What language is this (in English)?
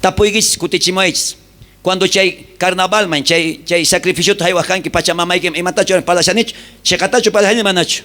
South Bolivian Quechua